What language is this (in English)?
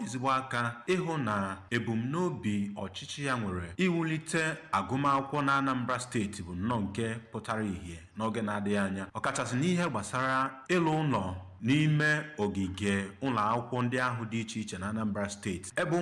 Igbo